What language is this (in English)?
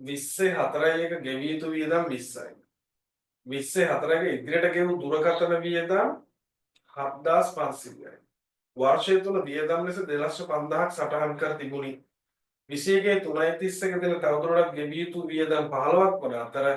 Sinhala